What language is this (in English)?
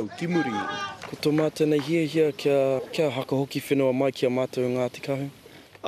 Māori